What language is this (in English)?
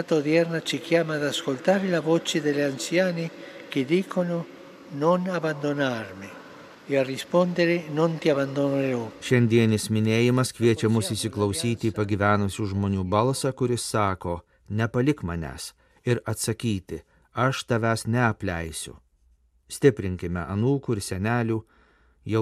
Lithuanian